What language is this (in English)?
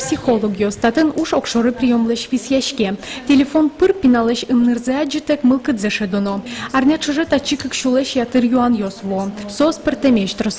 Udmurt